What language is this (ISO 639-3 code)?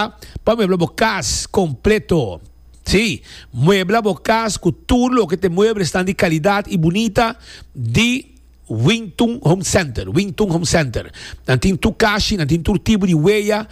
pap